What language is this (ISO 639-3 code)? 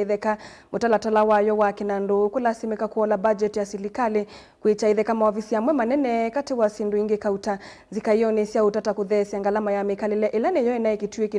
kam